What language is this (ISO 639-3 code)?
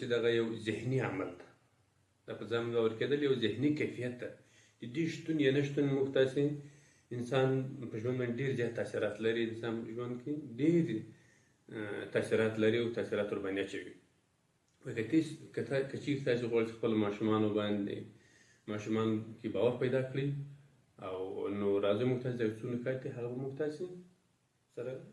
pus